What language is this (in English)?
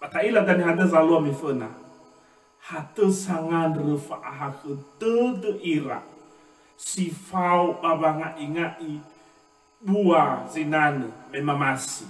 Nias